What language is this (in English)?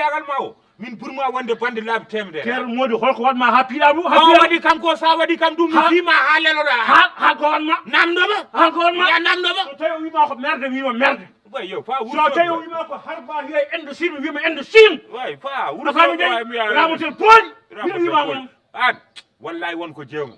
Fula